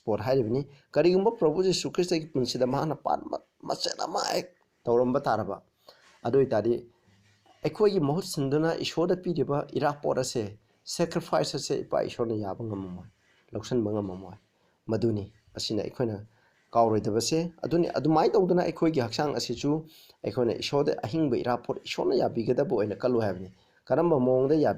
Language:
Manipuri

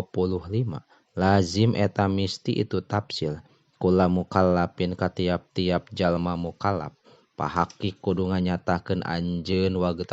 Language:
Sundanese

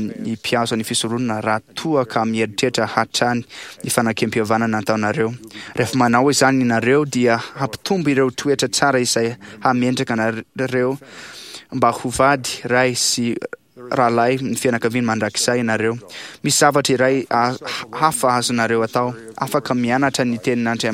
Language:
Malagasy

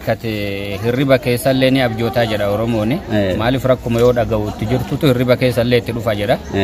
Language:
Oromo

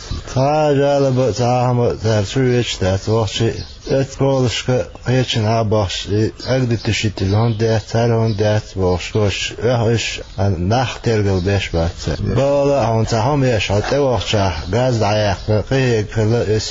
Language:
Chechen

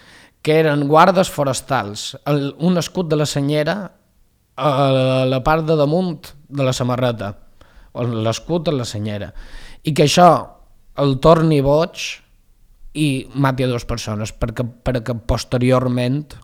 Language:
Catalan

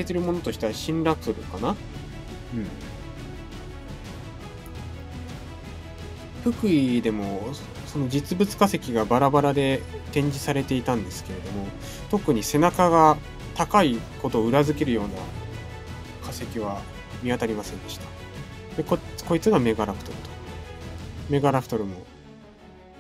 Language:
Japanese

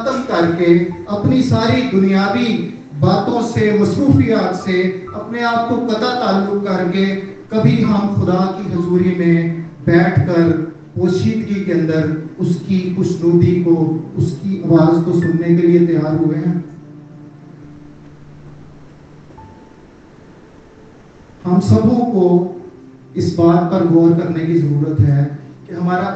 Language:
Urdu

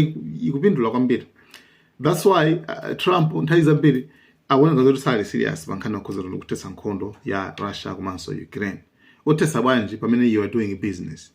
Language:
Nyanja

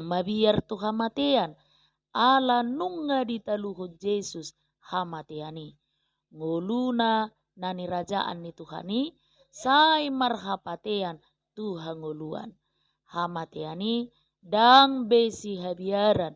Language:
Batak Toba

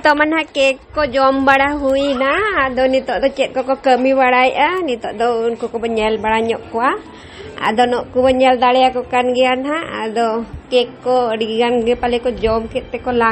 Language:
Santali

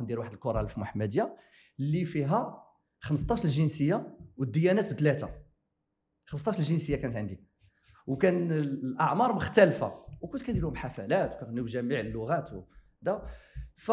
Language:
Moroccan Arabic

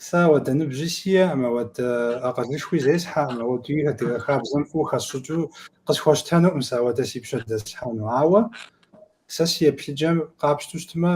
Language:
Kabardian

